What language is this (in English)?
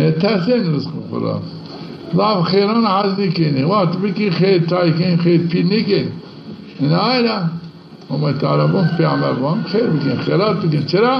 Zaza